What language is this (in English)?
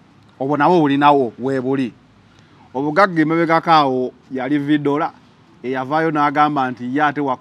Ganda